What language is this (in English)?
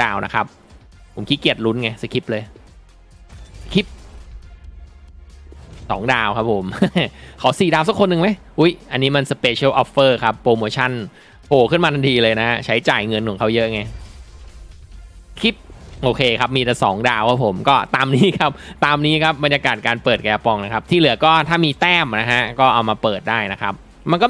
Thai